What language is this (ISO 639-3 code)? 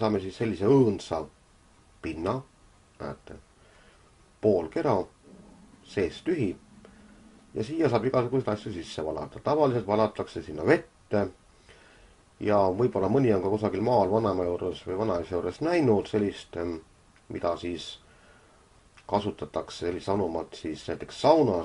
est